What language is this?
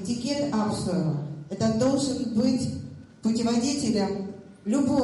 Abkhazian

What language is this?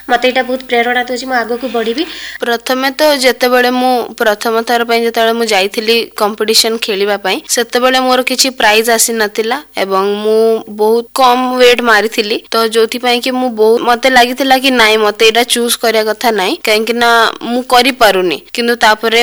Odia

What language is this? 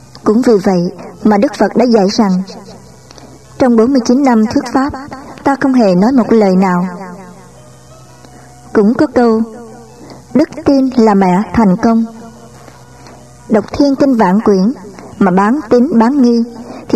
Vietnamese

